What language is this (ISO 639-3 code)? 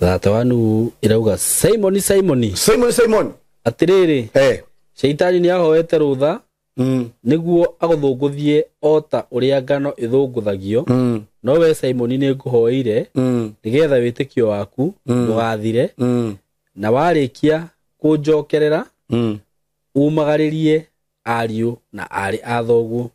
kik